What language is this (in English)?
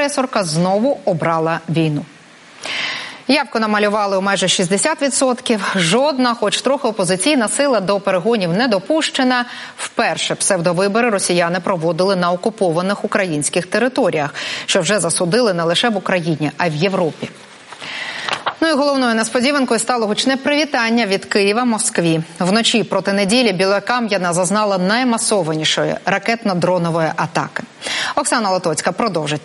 Ukrainian